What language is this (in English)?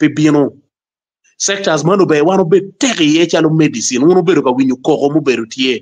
Acoli